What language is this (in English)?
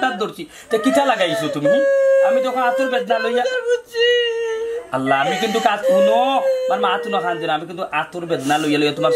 Sylheti